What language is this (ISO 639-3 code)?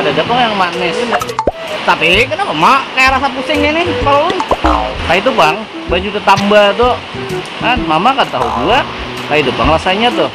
bjn